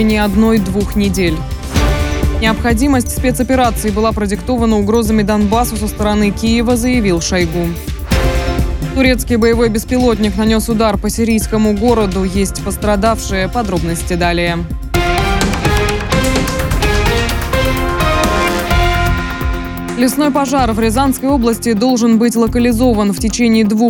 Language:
Russian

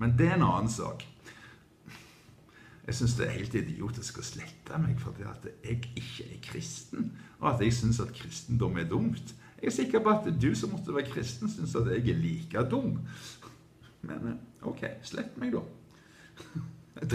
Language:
Norwegian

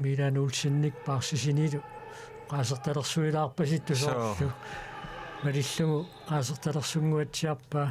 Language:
Kalaallisut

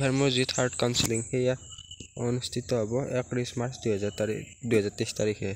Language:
Assamese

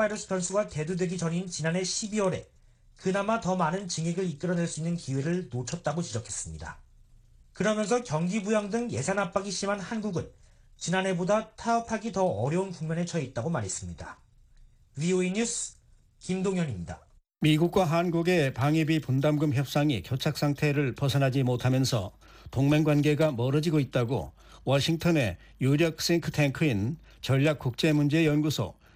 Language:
Korean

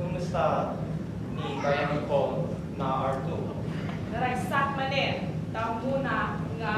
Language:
Iloko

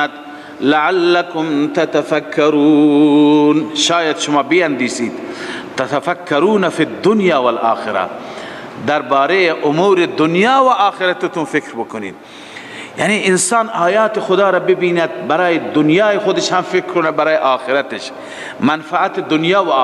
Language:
Persian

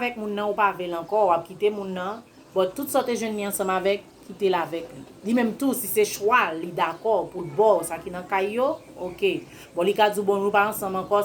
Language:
Haitian Creole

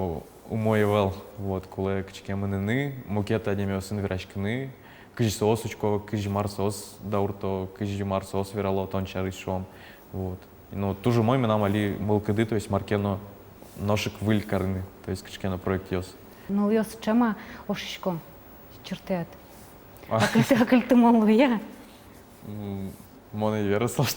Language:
Udmurt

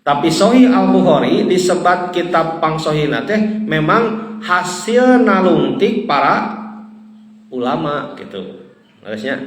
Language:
Sundanese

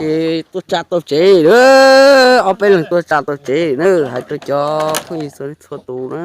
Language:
Hmong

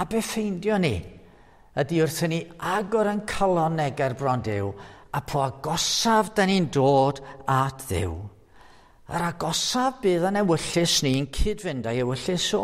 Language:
Welsh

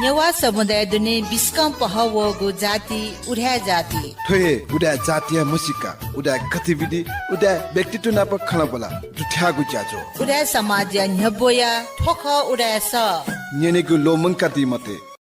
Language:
Newari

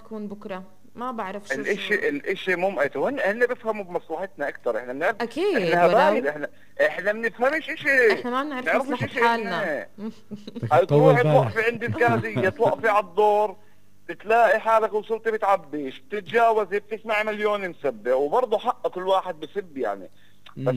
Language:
North Levantine Arabic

